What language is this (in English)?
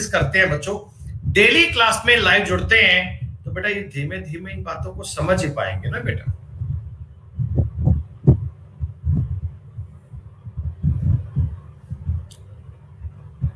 Hindi